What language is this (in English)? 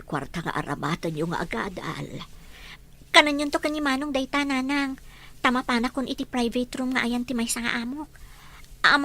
Iloko